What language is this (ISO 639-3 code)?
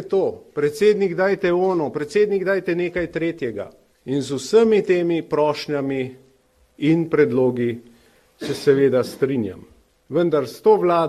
slv